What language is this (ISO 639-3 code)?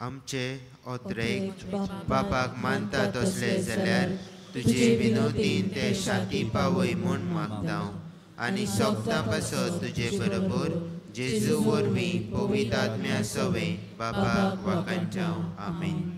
kok